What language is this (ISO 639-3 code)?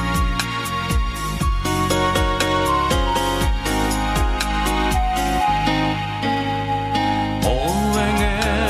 kaz